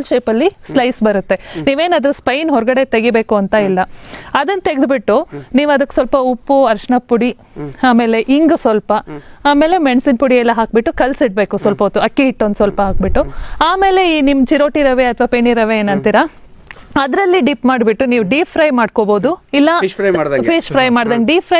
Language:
Kannada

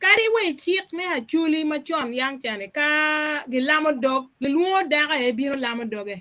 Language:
Acoli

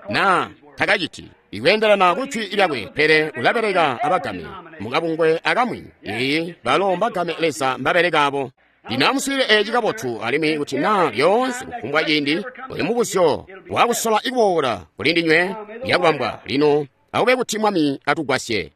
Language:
Tonga (Zambia)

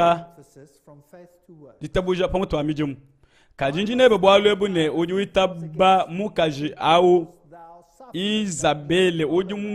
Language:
Luba-Lulua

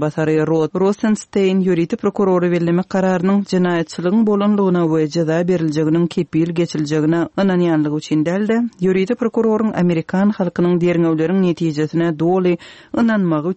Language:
Turkmen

